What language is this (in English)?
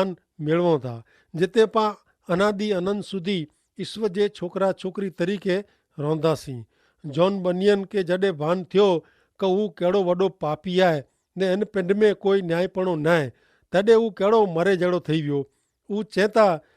Kachhi